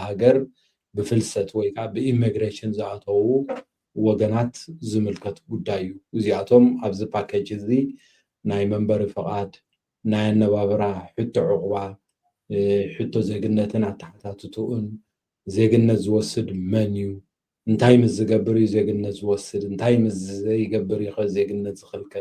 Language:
Tigrinya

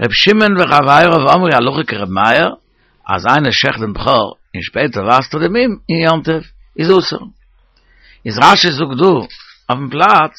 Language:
Yiddish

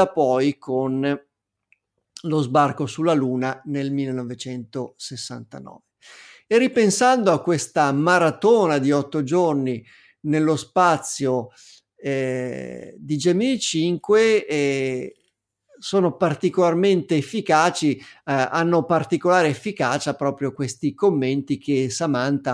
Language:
Italian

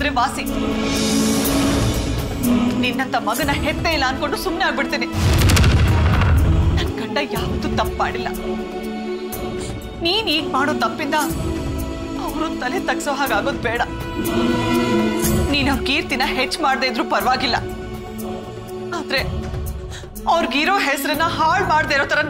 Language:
Kannada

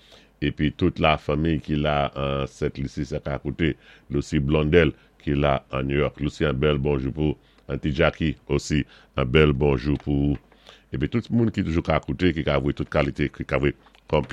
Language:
Saint Lucian Creole French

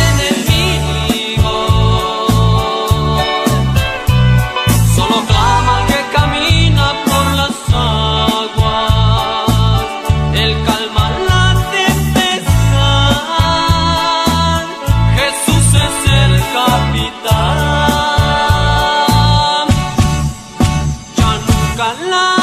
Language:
Spanish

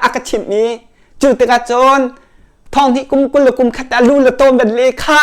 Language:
Hakha Chin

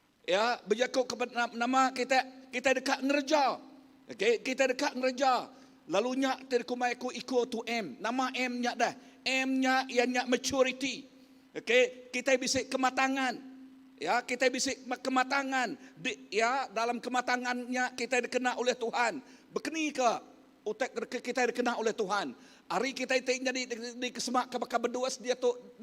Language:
Iban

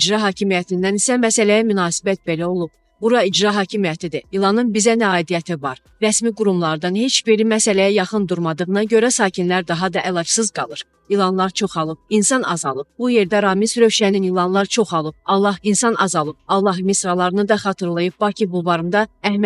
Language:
Azerbaijani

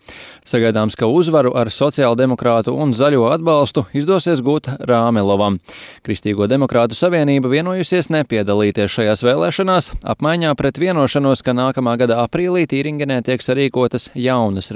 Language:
Latvian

